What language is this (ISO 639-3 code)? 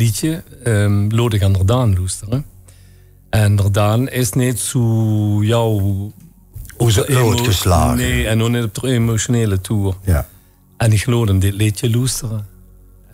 lim